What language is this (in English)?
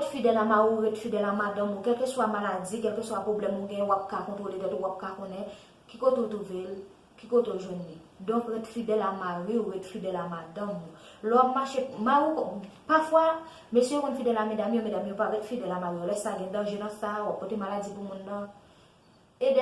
Haitian Creole